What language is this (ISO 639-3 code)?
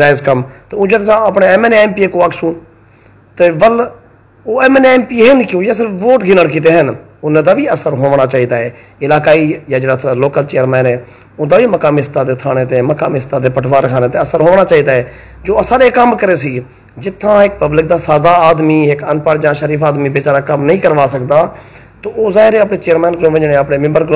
skr